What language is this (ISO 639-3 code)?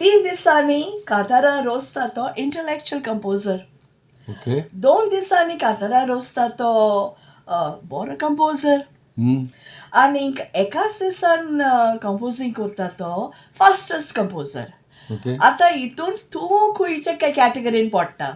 kok